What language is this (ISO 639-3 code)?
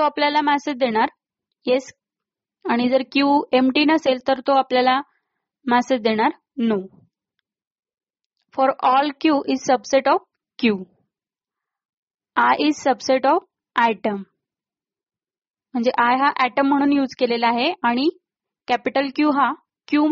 mar